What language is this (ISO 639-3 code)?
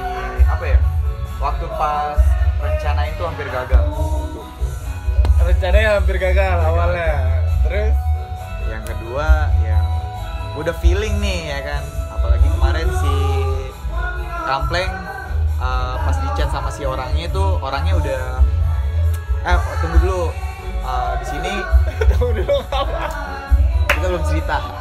ind